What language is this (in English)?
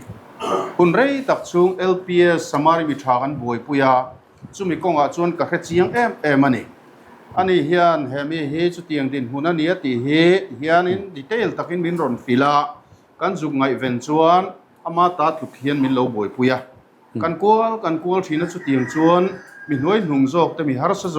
Mizo